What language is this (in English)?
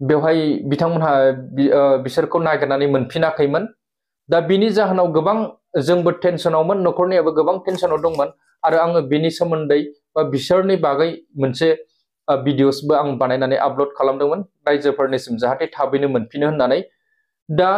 Bodo